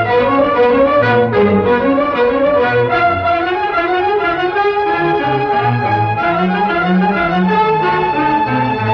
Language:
Tamil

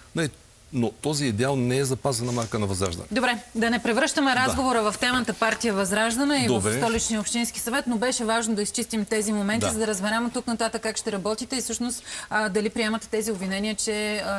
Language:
Bulgarian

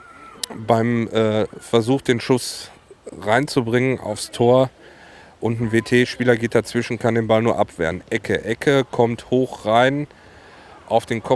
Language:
German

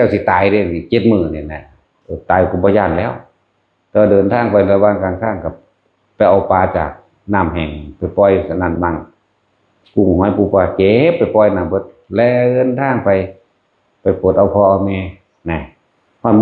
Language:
Northeastern Thai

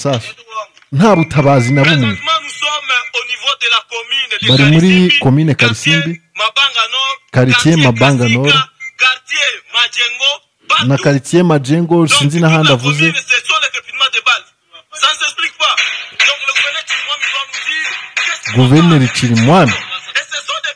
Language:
Kinyarwanda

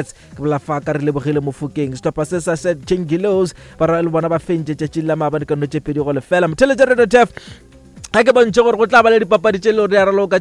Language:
Northern Sotho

